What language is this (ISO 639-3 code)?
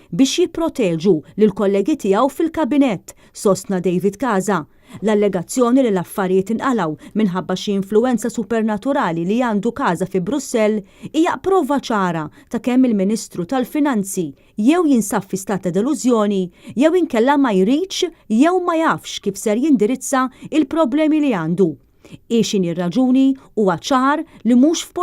mlt